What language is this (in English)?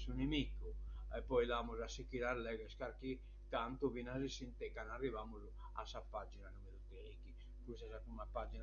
Sardinian